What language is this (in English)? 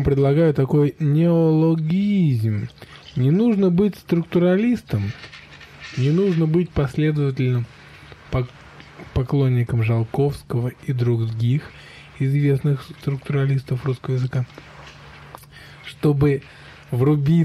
Russian